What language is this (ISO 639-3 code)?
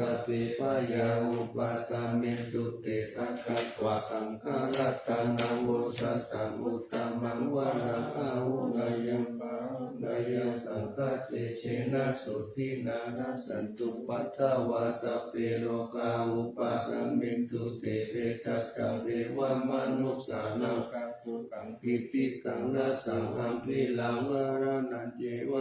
pli